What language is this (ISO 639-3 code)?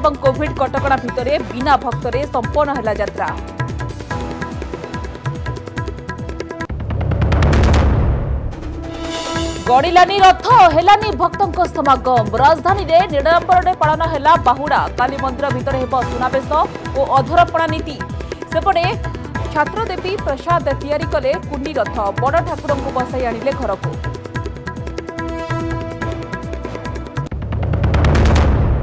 ori